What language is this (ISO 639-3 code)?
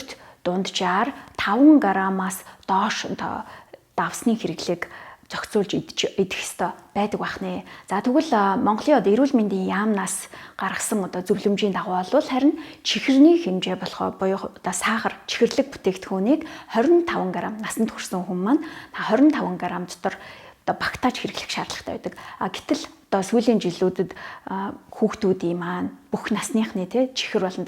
mon